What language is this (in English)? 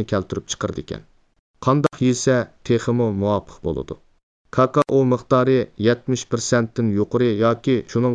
Uyghur